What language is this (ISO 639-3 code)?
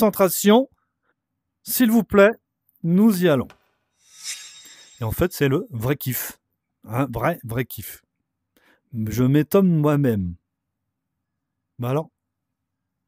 fra